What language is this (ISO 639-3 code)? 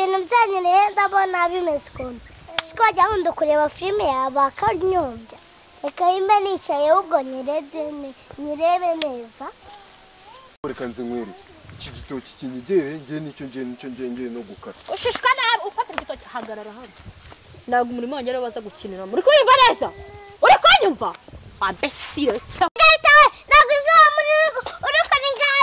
kin